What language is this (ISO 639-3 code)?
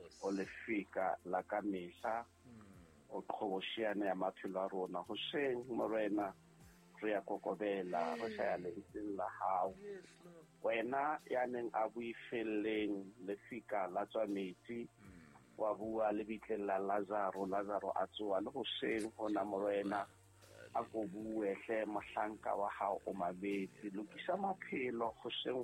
sot